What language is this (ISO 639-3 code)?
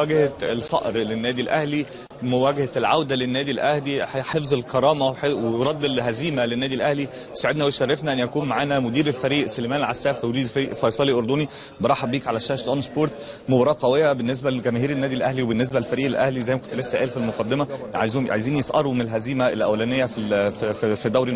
arz